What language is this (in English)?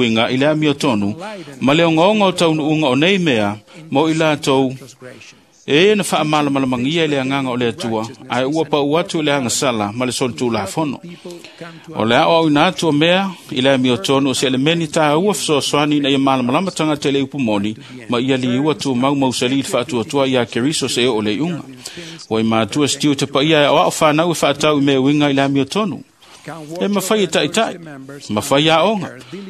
Samoan